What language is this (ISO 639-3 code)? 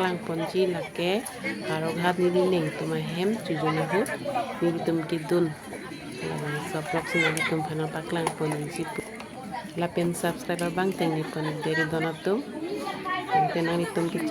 mjw